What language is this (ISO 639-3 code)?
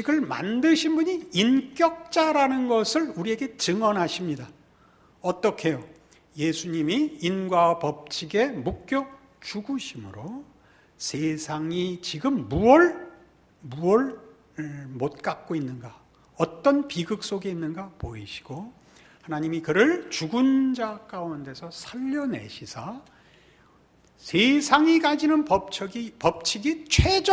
kor